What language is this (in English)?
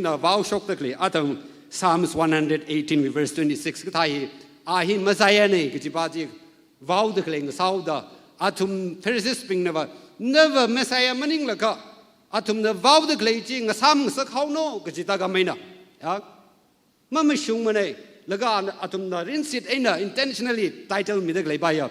Tangkhul Naga (India)